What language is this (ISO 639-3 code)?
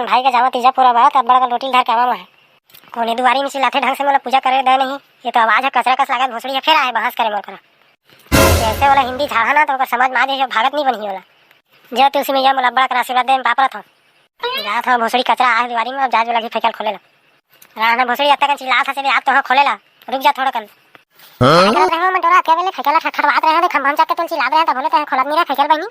hne